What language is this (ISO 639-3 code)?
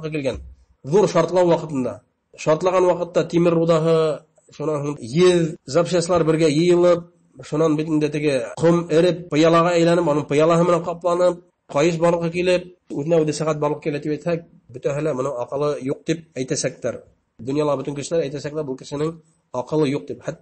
bak